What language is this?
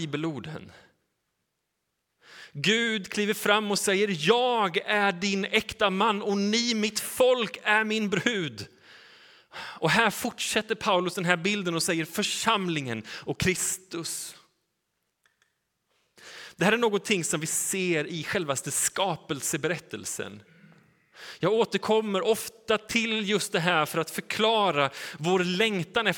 Swedish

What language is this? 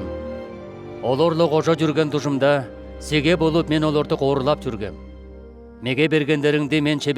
Southern Altai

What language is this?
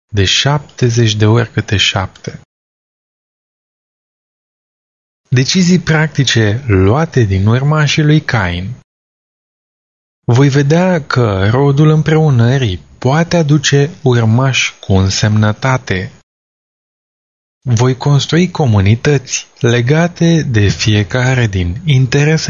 Romanian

